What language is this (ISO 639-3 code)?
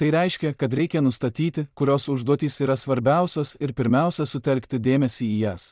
lit